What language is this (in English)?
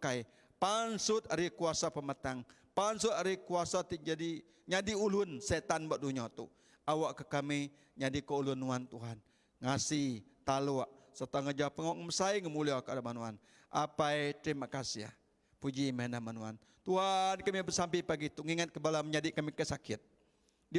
Iban